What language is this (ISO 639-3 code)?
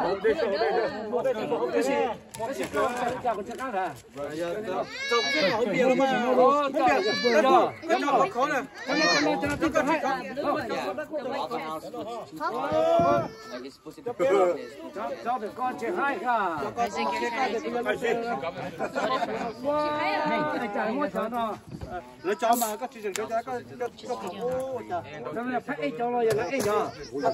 vie